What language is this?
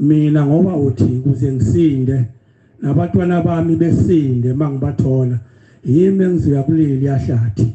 Zulu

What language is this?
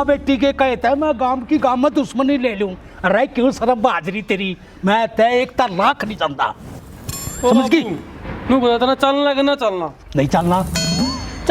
Haryanvi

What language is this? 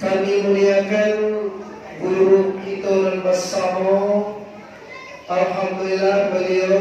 Minangkabau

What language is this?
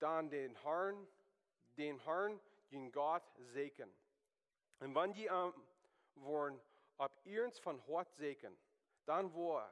Plautdietsch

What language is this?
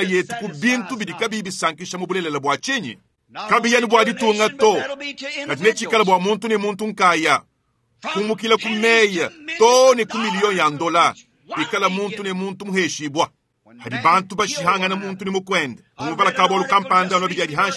Luba-Lulua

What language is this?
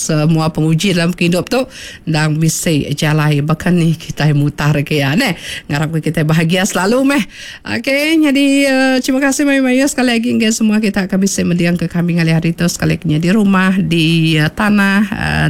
Iban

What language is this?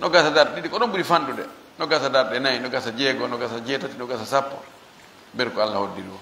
Fula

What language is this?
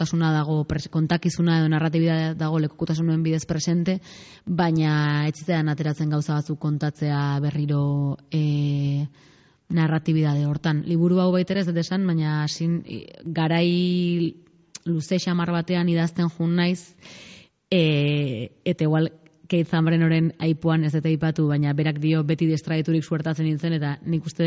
Basque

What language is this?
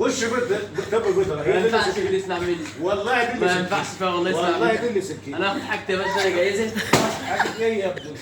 Egyptian Arabic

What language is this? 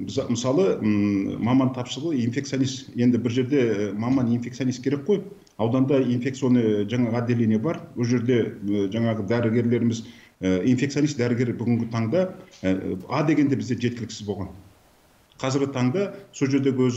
Kazakh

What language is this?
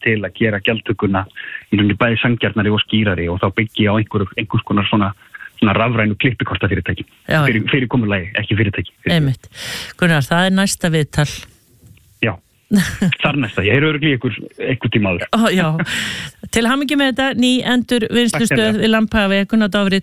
Icelandic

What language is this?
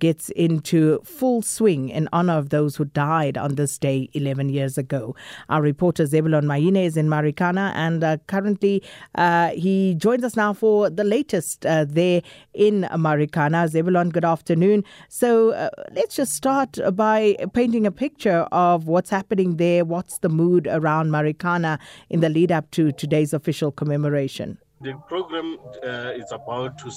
English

